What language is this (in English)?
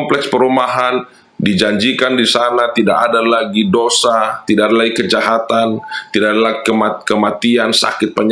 Indonesian